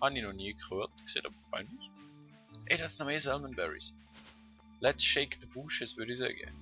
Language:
Swiss German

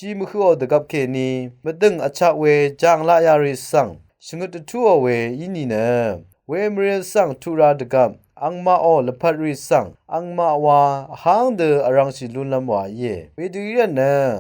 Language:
Rawang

